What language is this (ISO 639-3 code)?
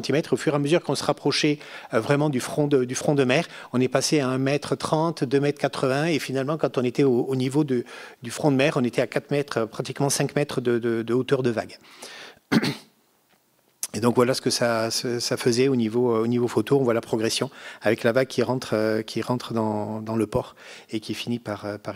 fra